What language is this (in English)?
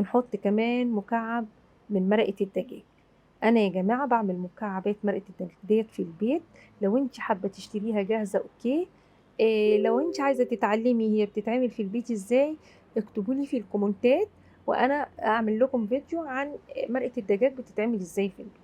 Egyptian Arabic